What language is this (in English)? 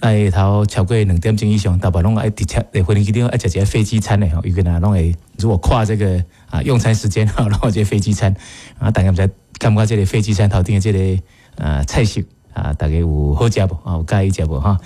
Min Nan Chinese